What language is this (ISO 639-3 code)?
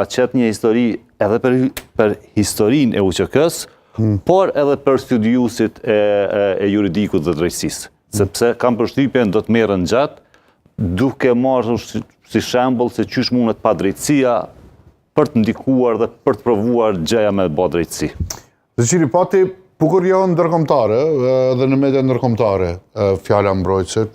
sqi